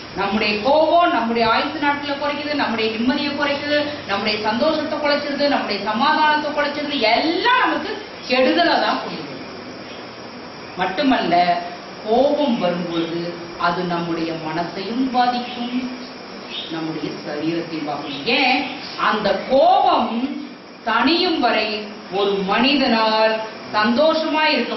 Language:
Tamil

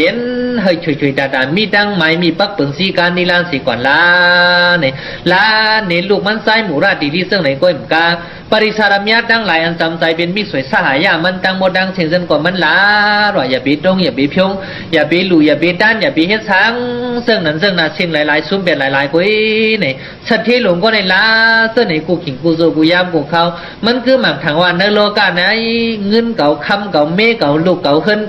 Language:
Shan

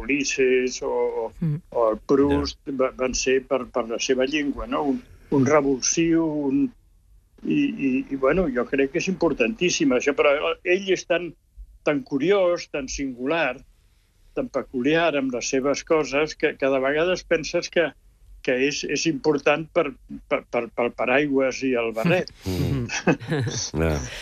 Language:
Catalan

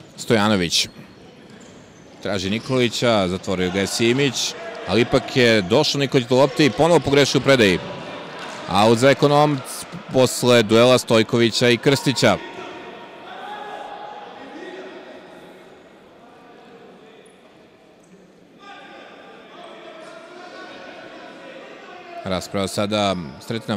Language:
Serbian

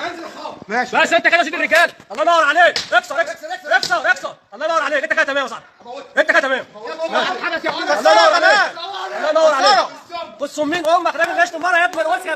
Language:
Egyptian Arabic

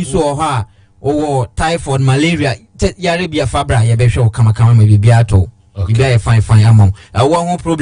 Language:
Akan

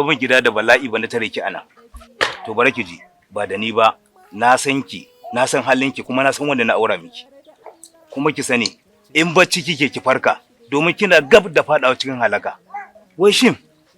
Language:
Hausa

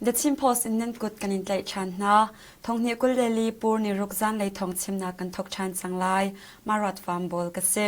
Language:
Hakha Chin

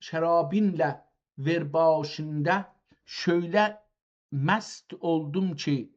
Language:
South Azerbaijani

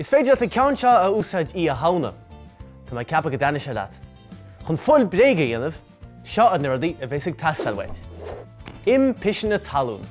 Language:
Irish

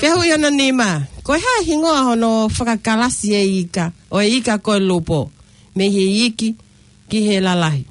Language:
Tongan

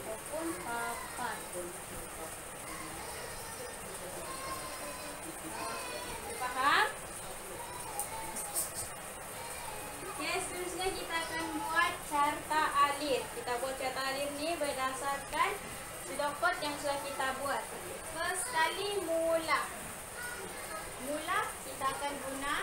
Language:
Malay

